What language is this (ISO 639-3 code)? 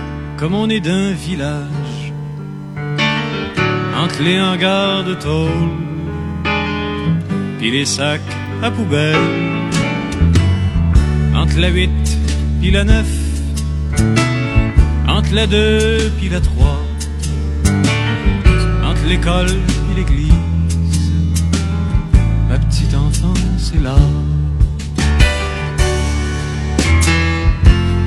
fra